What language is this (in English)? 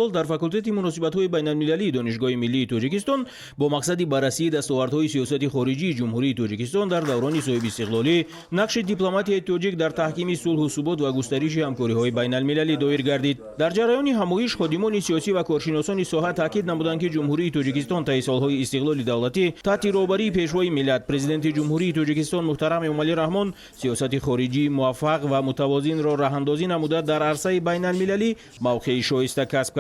Tajik